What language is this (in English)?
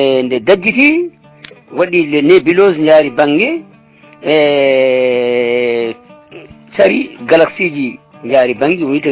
Fula